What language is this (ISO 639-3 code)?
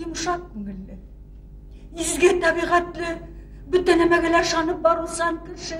bak